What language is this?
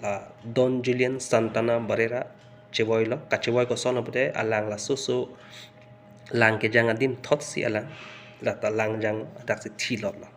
Karbi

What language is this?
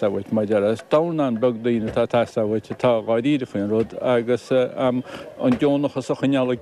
Irish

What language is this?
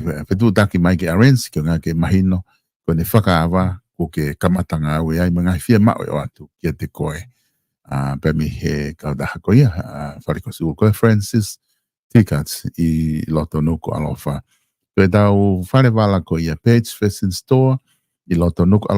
Tongan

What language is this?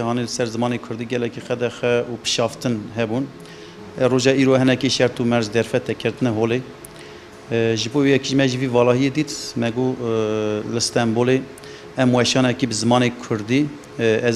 Kurdish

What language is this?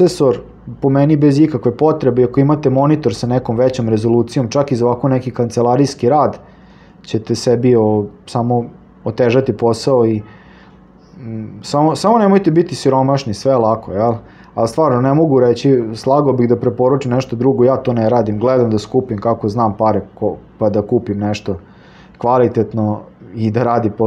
Serbian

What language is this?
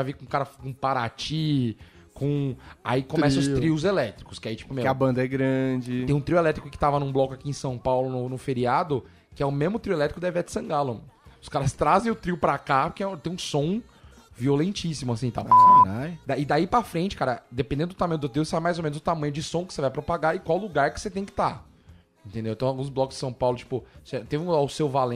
Portuguese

